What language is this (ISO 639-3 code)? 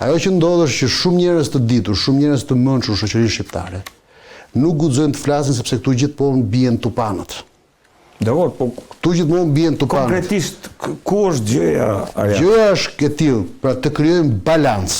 sqi